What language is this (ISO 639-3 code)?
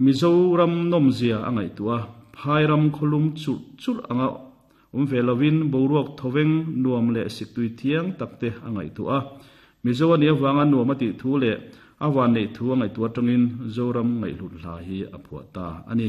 lus